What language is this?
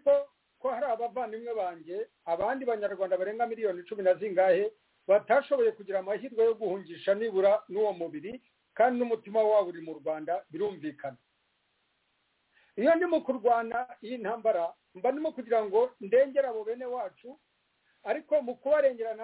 Kinyarwanda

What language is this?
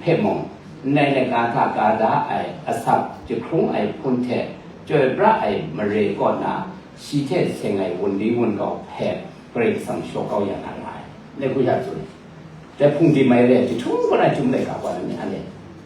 Kachin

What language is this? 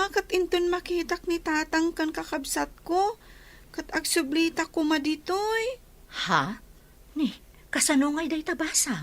Iloko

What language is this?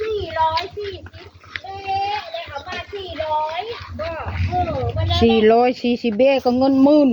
Northeastern Thai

